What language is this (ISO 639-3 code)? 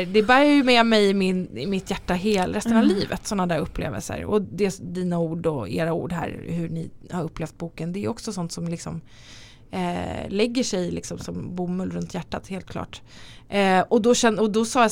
swe